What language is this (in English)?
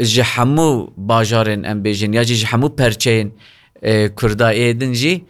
Kurdish